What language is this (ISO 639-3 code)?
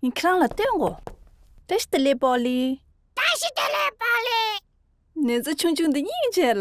bod